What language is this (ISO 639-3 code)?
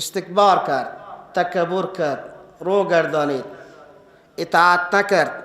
fas